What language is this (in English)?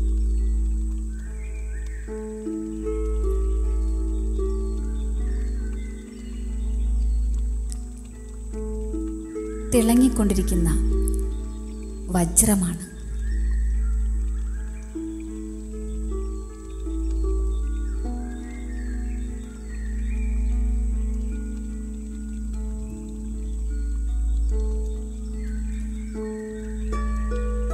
Malayalam